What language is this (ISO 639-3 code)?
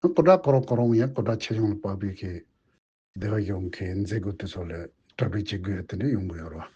bod